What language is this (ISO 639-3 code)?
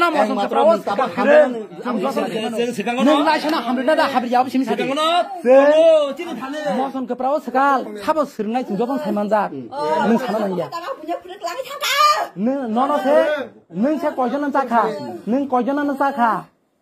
trp